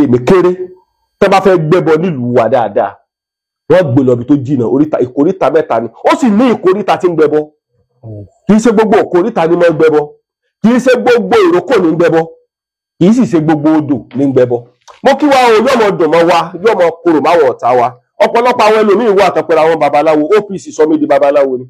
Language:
Yoruba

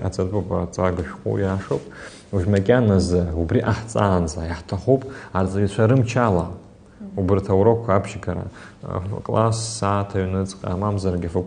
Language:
Abkhazian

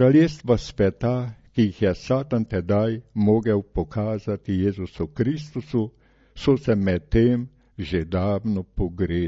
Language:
Slovenian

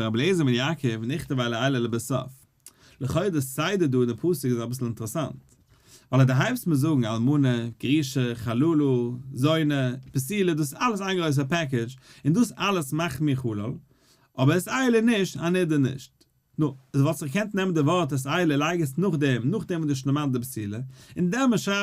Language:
Yiddish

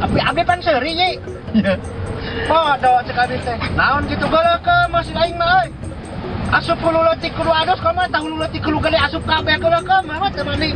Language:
Sundanese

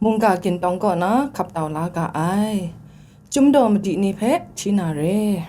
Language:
Kachin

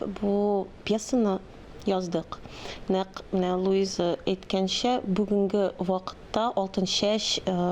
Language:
Tatar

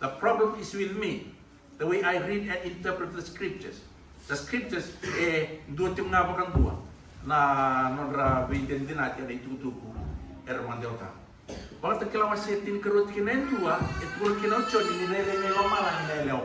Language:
Fijian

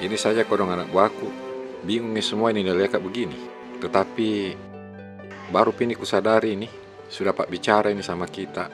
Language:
Makassar Malay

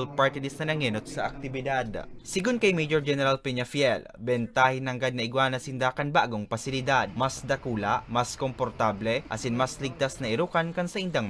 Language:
Bikol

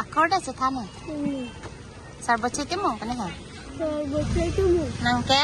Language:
Karbi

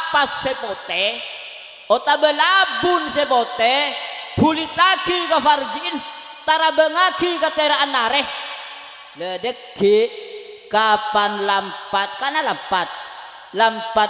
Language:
Madurese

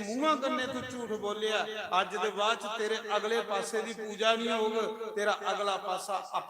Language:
Dogri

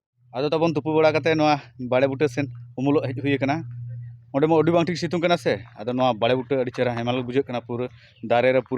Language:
Santali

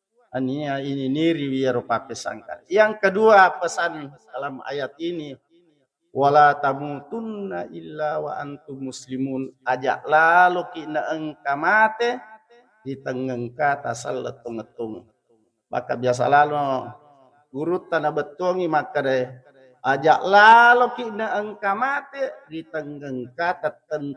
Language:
Buginese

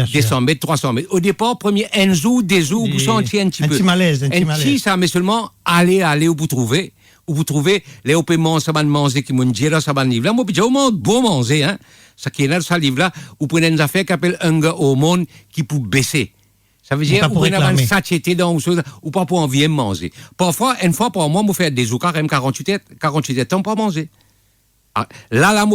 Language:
Morisyen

